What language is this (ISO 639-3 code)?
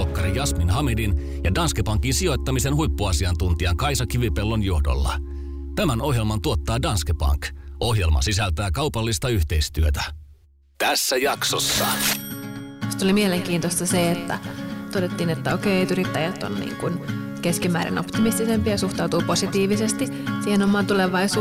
fin